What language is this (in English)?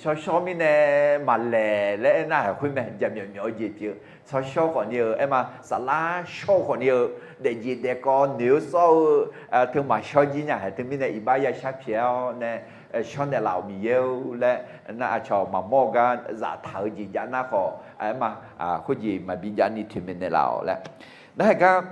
Akha